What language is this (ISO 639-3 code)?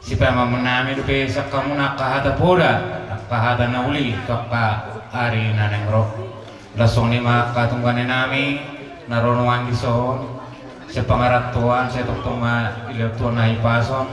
bbc